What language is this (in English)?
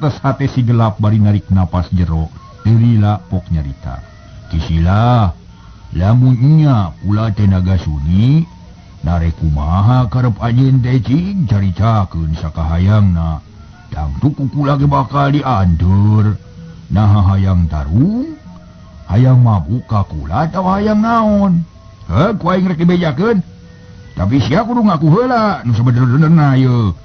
Sundanese